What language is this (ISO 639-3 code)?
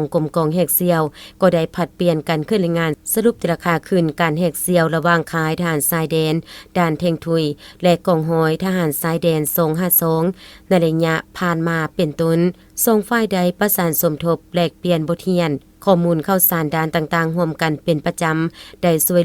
lao